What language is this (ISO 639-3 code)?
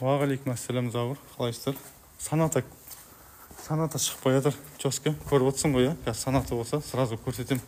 kaz